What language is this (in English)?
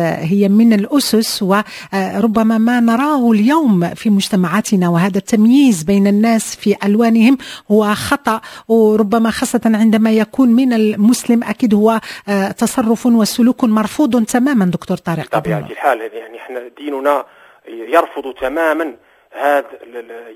Moroccan Arabic